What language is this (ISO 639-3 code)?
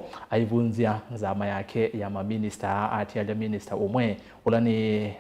kam